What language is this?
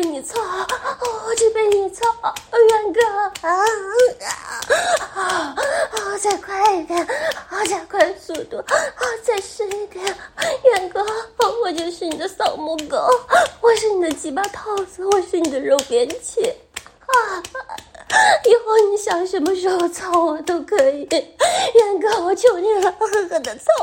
Chinese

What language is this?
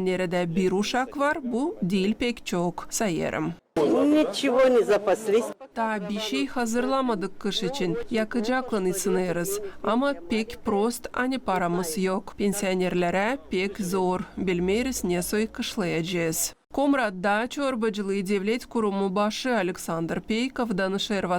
Gagauz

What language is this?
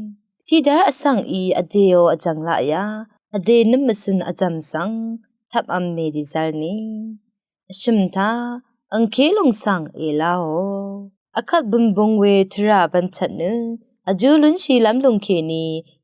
Rawang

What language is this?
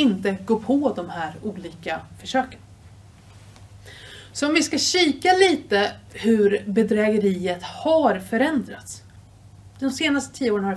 Swedish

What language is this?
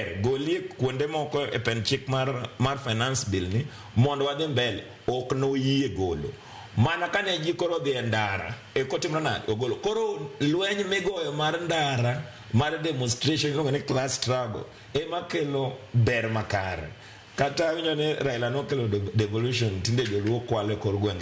Luo (Kenya and Tanzania)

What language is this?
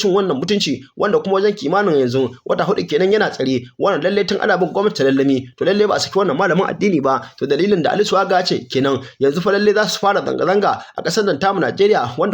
Hausa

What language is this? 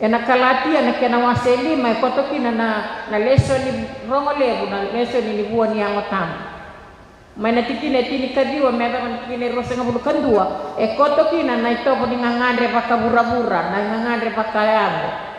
Fijian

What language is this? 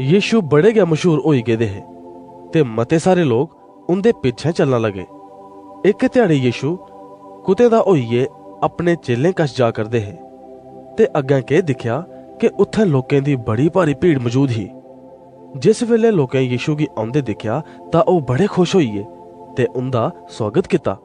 Dogri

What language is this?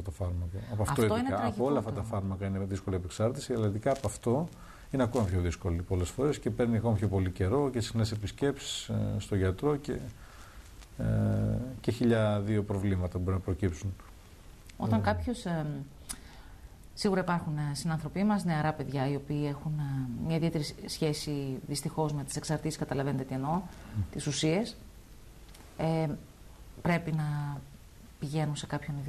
Greek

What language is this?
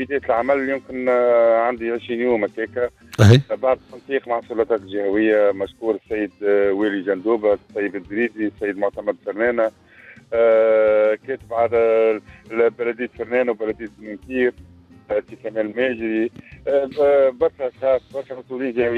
Tunisian Arabic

